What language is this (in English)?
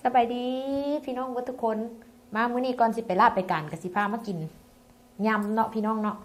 Lao